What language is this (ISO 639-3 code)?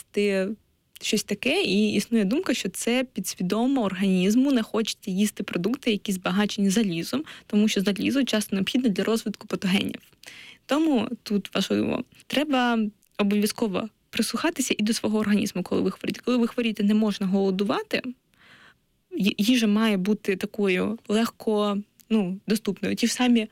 ukr